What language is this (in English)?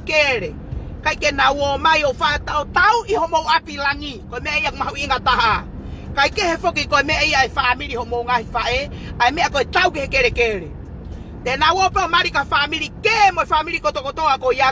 Tongan